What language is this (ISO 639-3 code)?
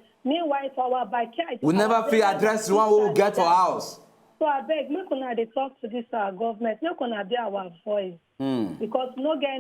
pcm